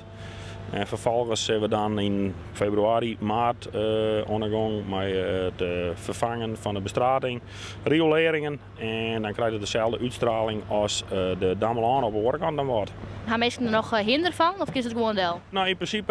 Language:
Western Frisian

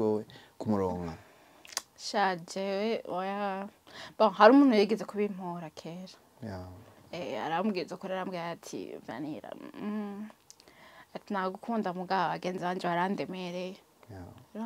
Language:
Rundi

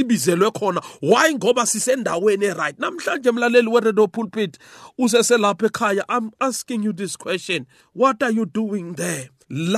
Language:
South Ndebele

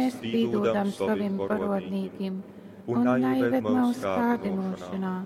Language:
Latgalian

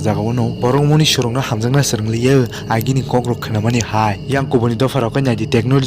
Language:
Kok Borok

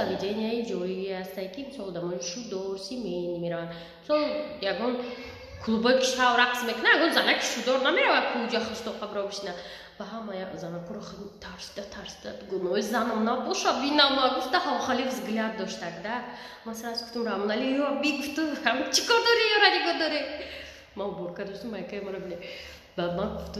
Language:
Tajik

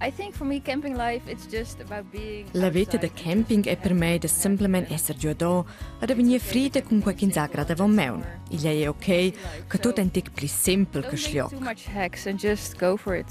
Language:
Romansh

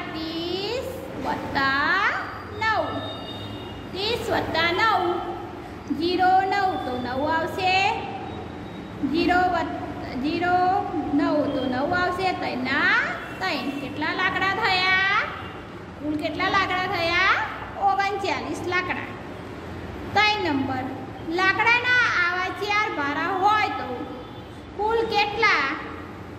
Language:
Gujarati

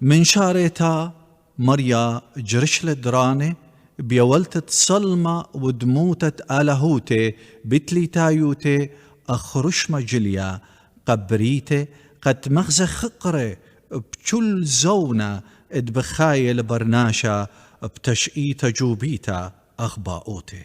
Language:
Assyrian Neo-Aramaic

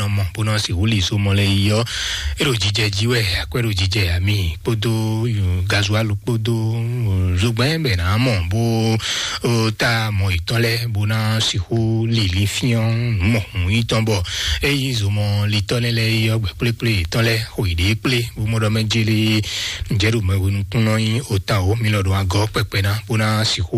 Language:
Fon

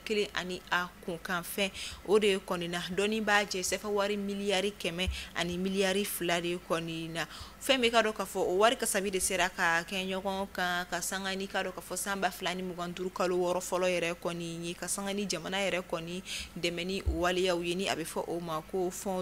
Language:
Bambara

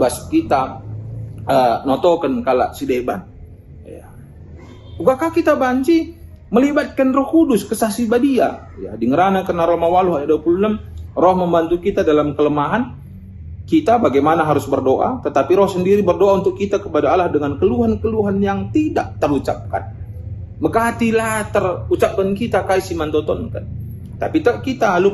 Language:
Batak Karo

